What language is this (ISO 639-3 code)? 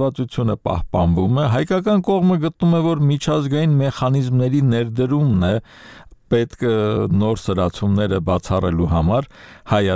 hye